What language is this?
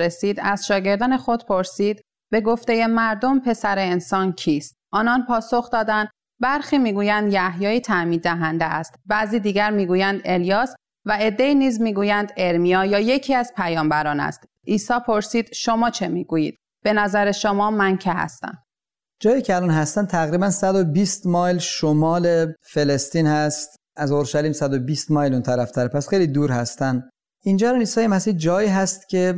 Persian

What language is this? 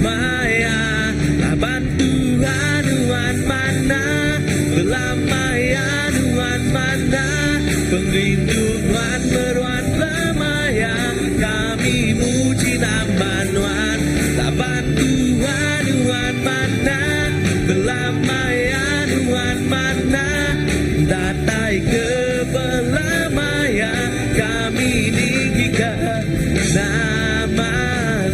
Iban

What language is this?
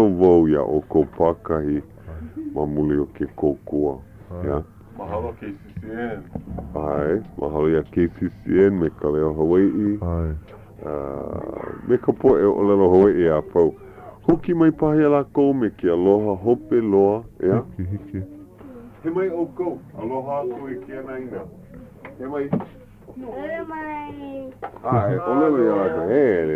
Hawaiian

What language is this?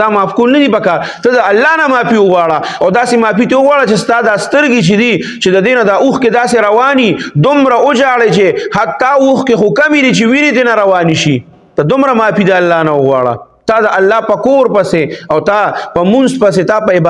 Pashto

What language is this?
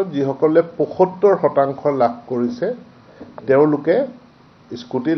Assamese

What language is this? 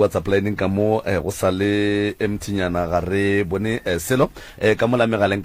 Northern Sotho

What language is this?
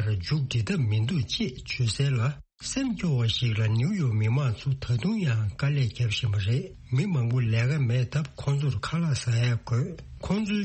Tibetan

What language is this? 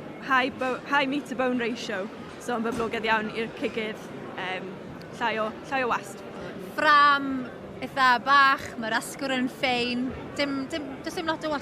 Welsh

